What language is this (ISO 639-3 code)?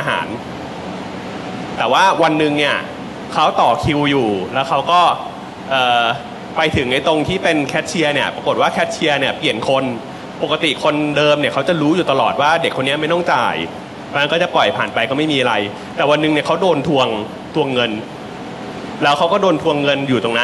tha